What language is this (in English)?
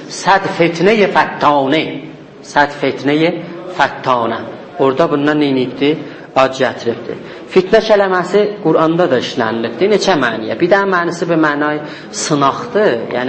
South Azerbaijani